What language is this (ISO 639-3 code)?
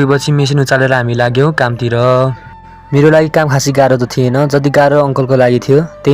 nep